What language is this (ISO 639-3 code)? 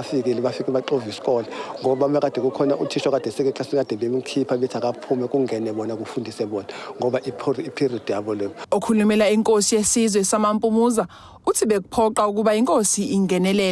zul